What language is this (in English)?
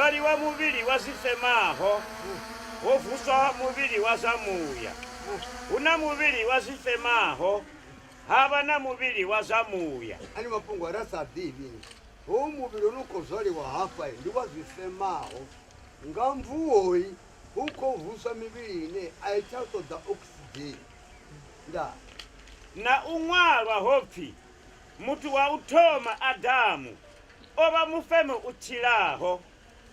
Venda